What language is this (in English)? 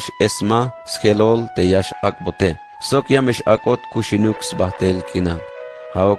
Tzeltal